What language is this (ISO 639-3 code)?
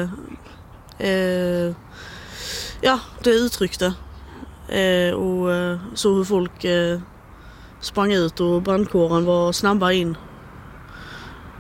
swe